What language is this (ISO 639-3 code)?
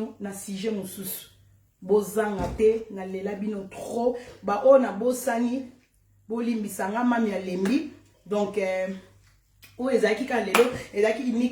lin